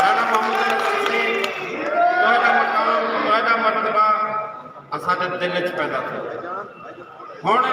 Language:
Saraiki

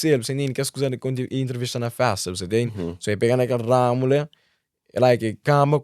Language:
Kabuverdianu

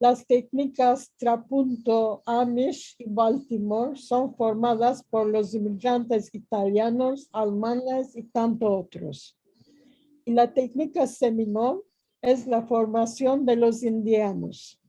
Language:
Ladino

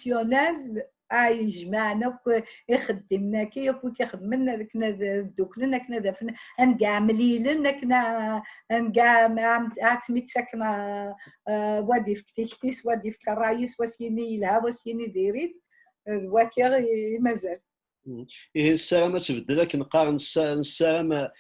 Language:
Kabyle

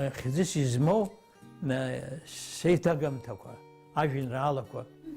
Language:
Abkhazian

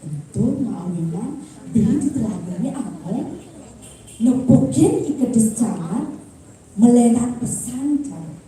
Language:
Balinese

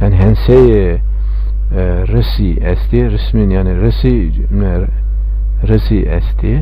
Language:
Zaza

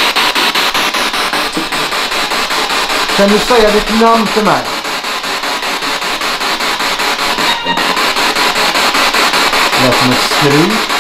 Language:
Swedish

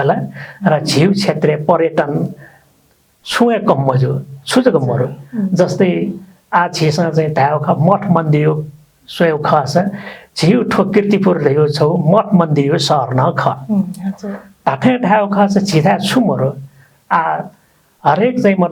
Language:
Newari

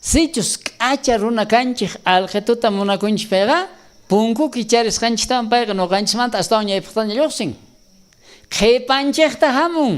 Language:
South Bolivian Quechua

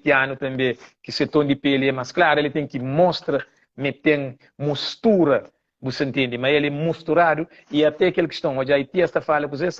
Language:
Kabuverdianu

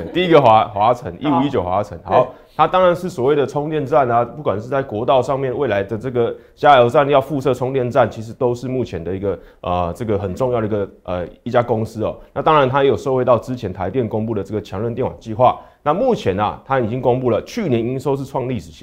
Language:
Chinese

